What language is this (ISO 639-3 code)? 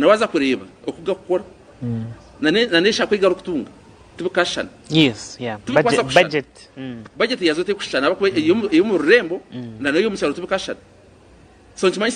nyn